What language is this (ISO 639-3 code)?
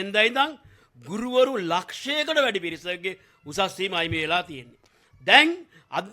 sin